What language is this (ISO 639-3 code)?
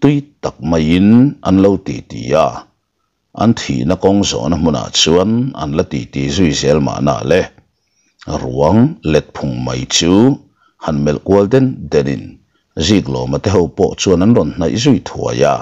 lus